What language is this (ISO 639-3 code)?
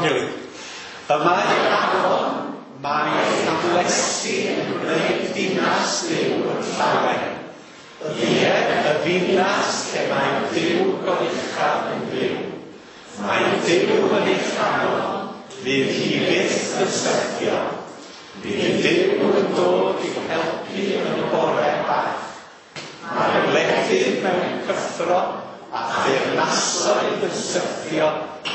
cym